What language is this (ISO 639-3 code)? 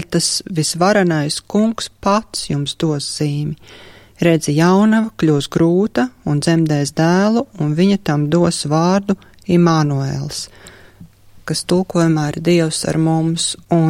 lav